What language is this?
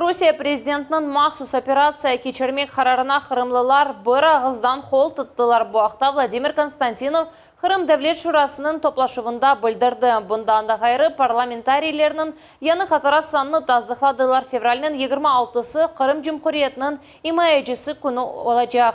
Crimean Tatar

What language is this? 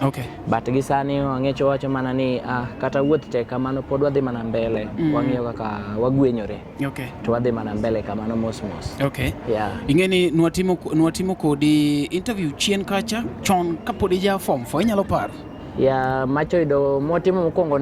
Luo (Kenya and Tanzania)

